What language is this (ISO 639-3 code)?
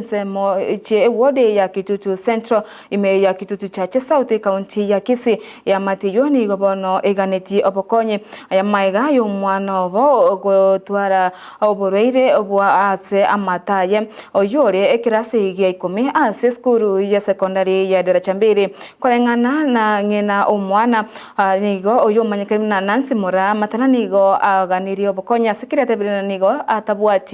guz